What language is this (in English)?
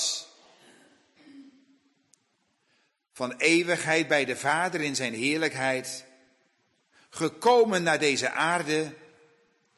Dutch